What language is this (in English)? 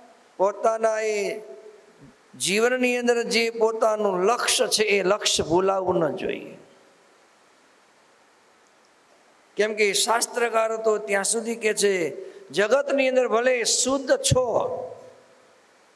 Gujarati